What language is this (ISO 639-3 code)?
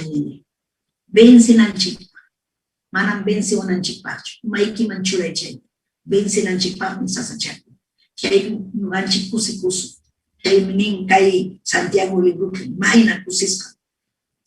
quy